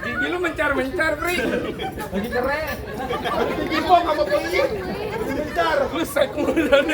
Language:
Betawi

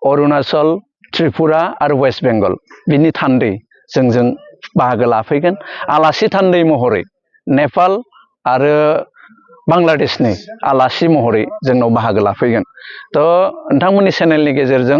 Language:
Bodo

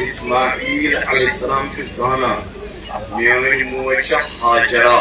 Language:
Kashmiri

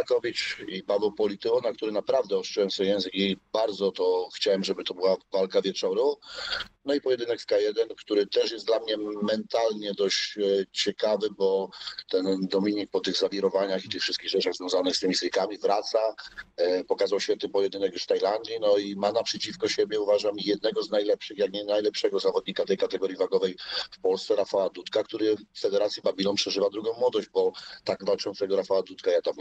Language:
Polish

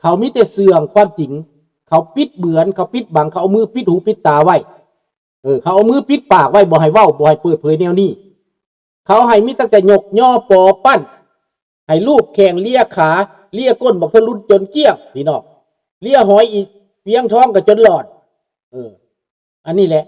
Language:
Lao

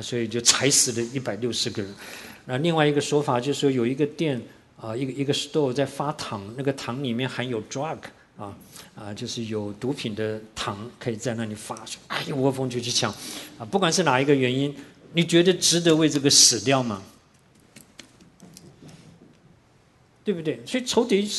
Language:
Chinese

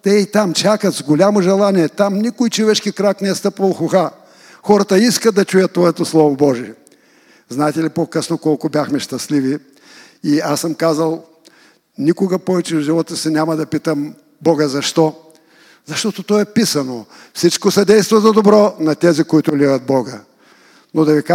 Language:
Bulgarian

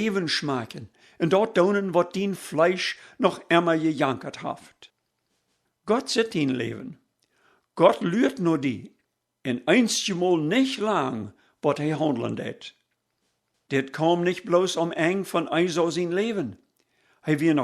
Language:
Plautdietsch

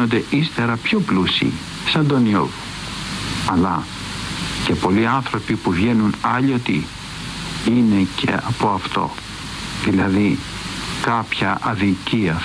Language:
Greek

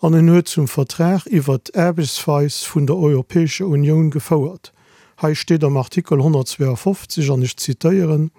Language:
Luxembourgish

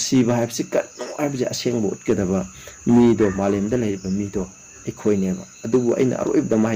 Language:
Manipuri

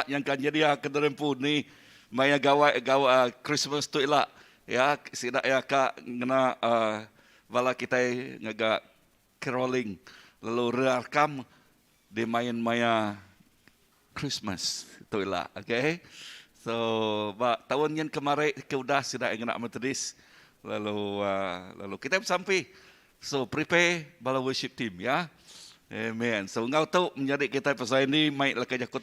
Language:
Iban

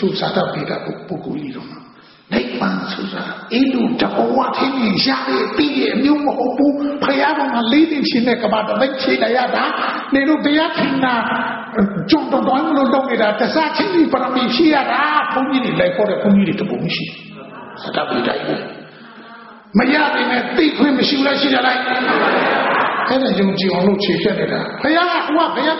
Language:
Burmese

